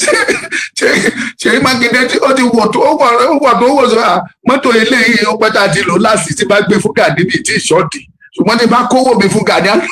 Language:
Yoruba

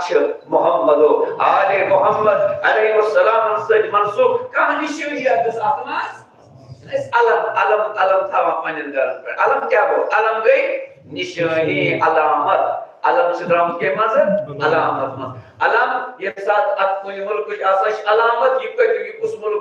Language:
Kashmiri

